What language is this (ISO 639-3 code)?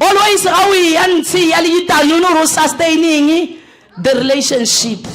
nso